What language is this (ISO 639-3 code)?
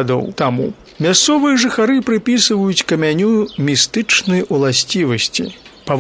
bel